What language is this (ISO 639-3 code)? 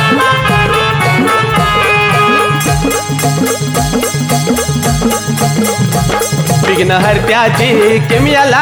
mar